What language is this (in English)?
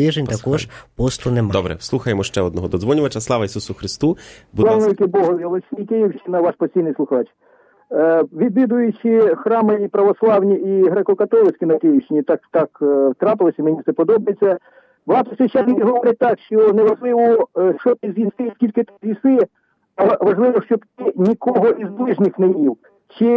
Ukrainian